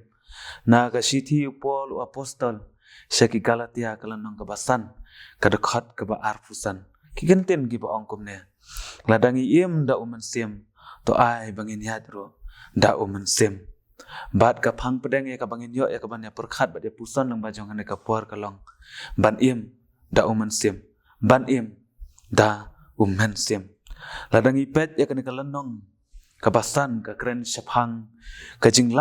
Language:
Khasi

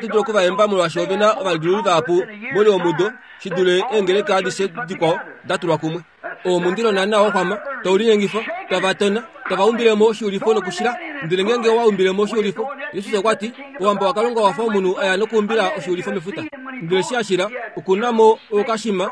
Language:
Kuanyama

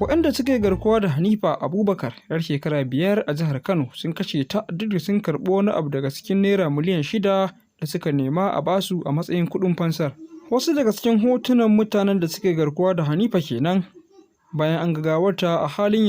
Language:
Hausa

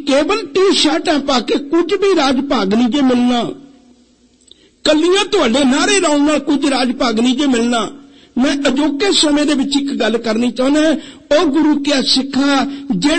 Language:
Punjabi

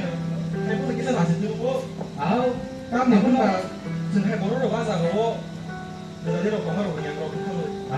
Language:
Kok Borok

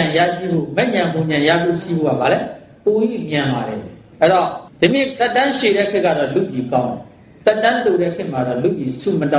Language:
Burmese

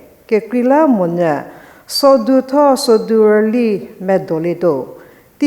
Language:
Angami Naga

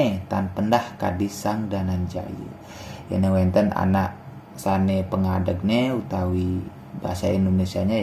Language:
Balinese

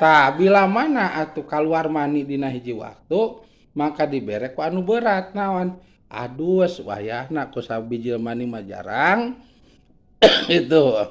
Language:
Sundanese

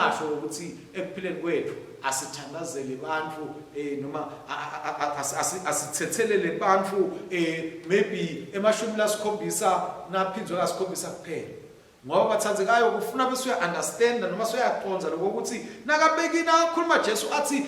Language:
Swati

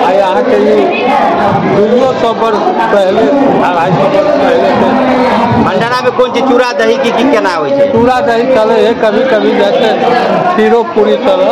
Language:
Maithili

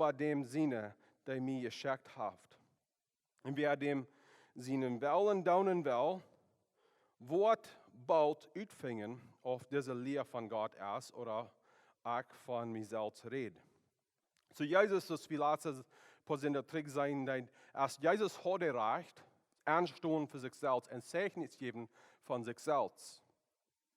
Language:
Plautdietsch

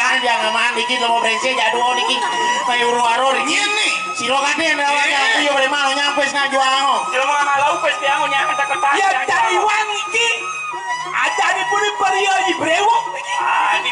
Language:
Balinese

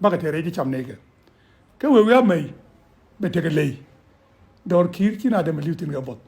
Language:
Nuer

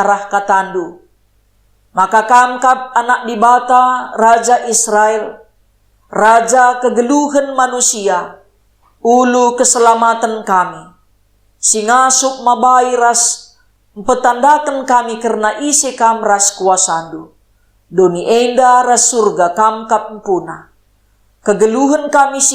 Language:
Batak Karo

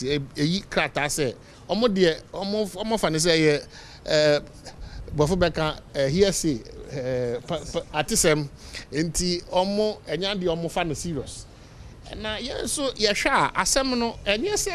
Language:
Akan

